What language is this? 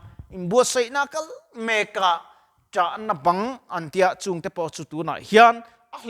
Mizo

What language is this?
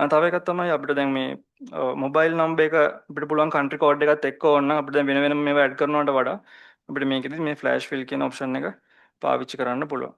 Sinhala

